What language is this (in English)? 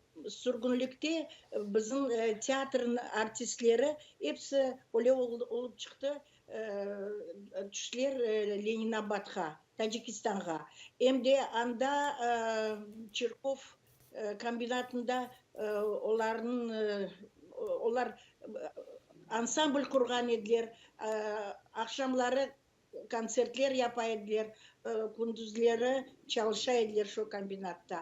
Crimean Tatar